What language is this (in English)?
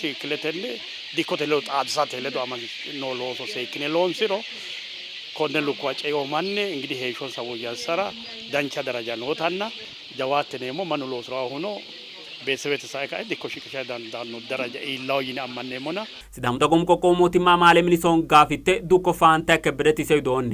Sidamo